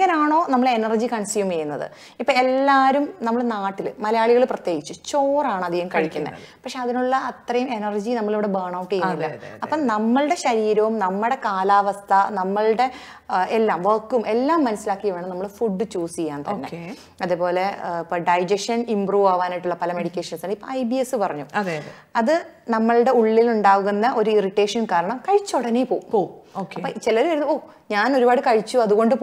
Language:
Malayalam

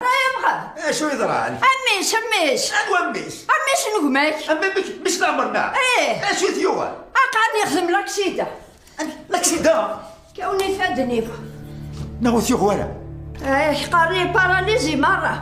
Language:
Kabyle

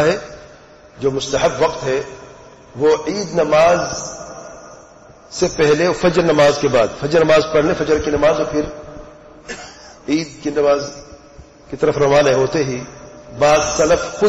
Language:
Urdu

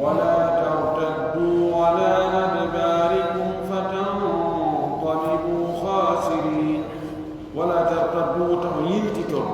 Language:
Pular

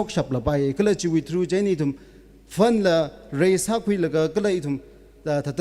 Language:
Tangkhul Naga (India)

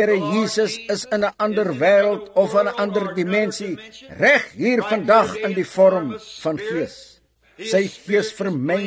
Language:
Afrikaans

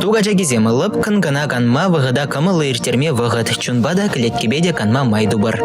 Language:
Chuvash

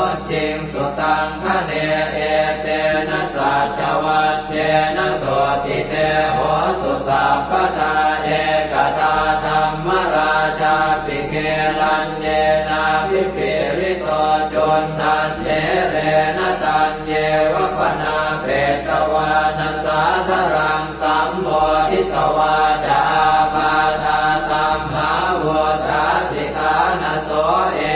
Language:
Pali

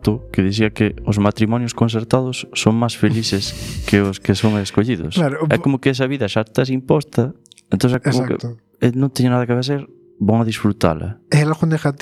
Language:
Galician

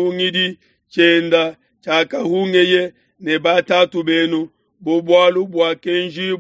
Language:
Luba-Lulua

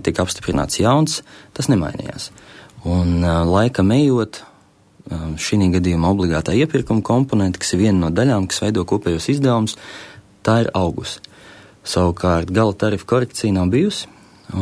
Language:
Latvian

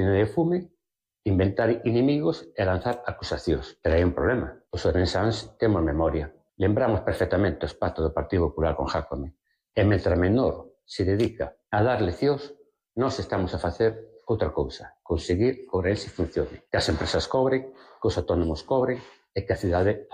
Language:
Galician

